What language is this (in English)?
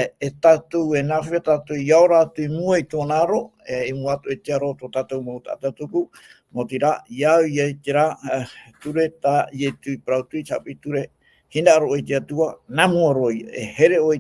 Tahitian